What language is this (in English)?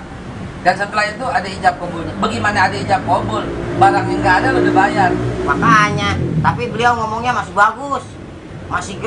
Betawi